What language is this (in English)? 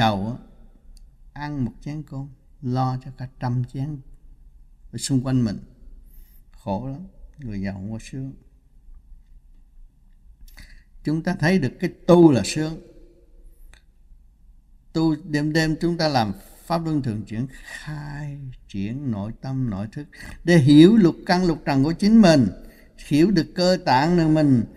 Vietnamese